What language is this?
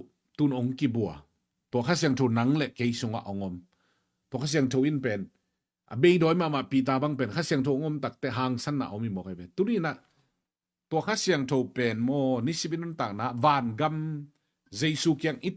Tedim Chin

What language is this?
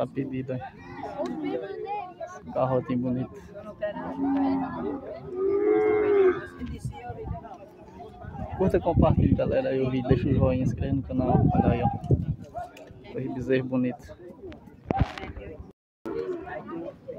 Portuguese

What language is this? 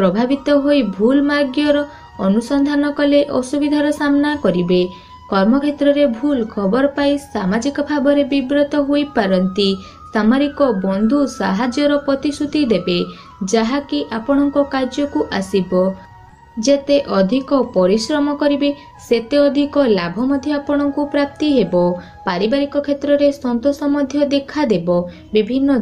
Odia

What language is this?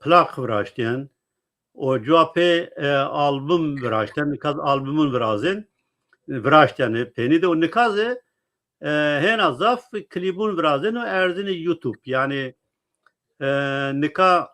Zaza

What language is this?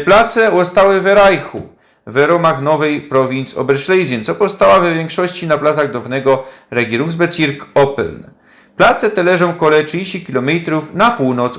Silesian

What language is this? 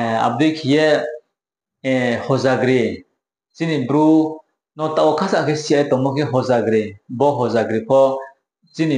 Riang (India)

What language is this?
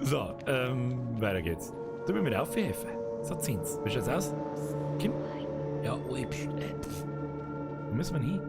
Bavarian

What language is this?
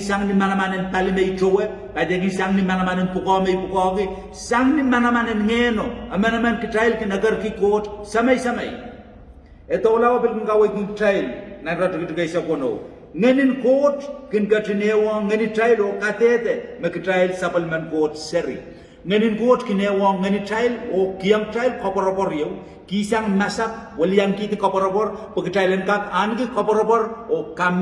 Pohnpeian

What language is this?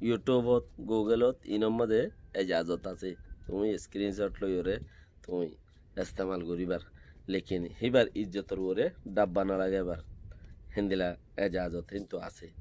Rohingya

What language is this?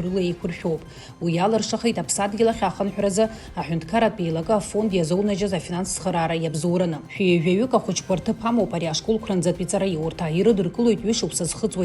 Abkhazian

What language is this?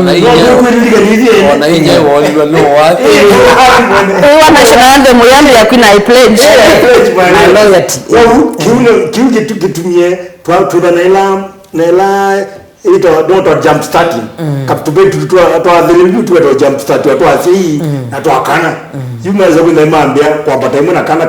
Kamba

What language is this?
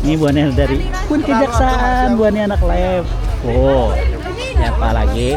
Banjar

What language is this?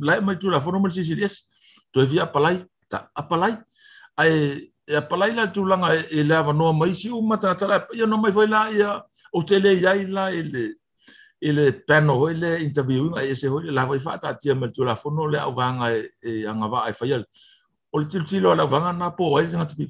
Samoan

